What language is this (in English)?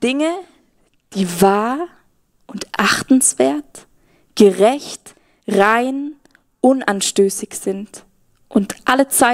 Swiss German